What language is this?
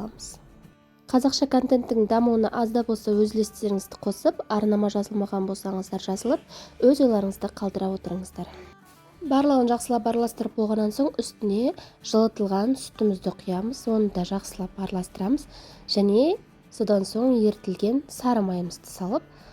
Kazakh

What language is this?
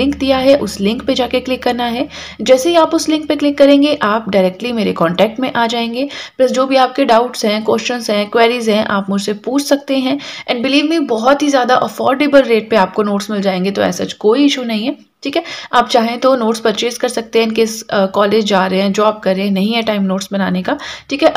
Hindi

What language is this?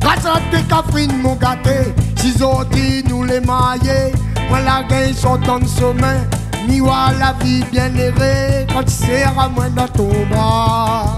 Réunion Creole French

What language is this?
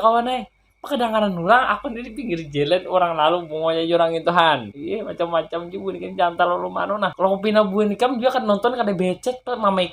Banjar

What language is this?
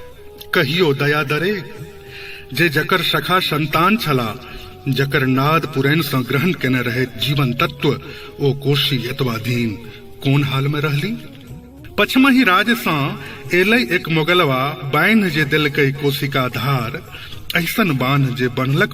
Maithili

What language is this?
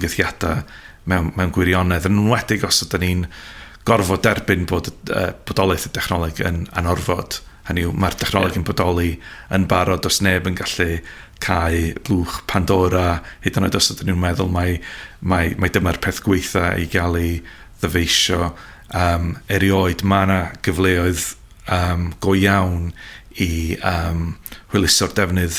Welsh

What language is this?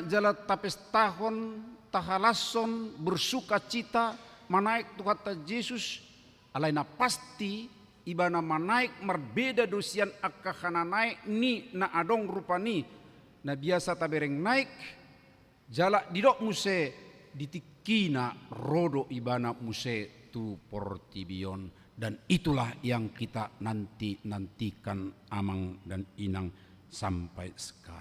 Batak Toba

